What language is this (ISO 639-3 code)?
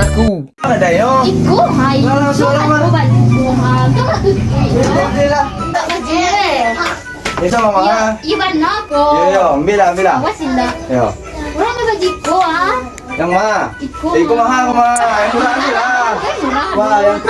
min